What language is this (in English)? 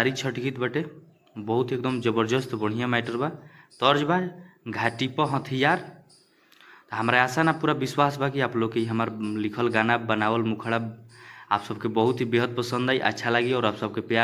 Bhojpuri